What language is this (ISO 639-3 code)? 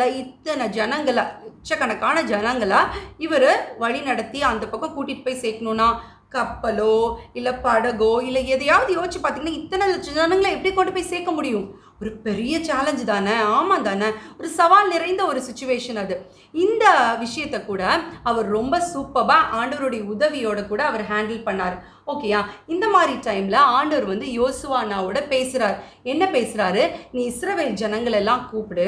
tam